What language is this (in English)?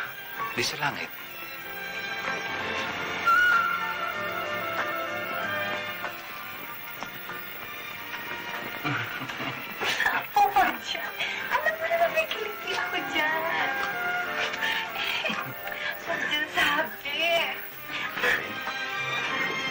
Filipino